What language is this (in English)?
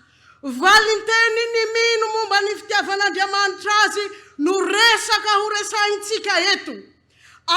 Malagasy